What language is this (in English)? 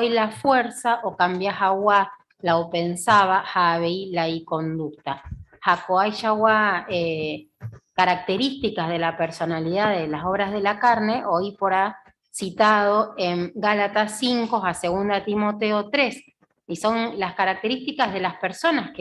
Guarani